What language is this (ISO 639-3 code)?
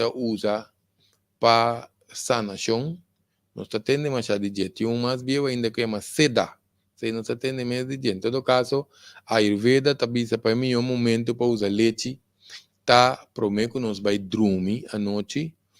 pap